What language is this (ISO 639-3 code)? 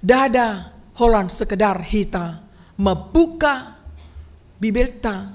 bbc